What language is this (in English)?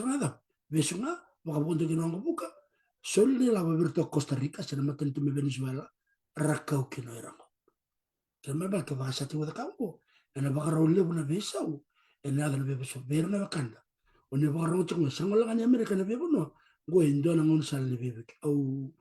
Fijian